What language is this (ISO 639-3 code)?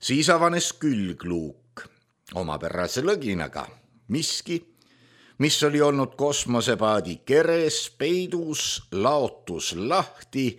est